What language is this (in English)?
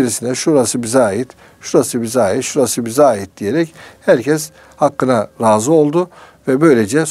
Turkish